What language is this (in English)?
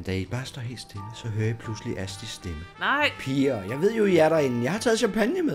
Danish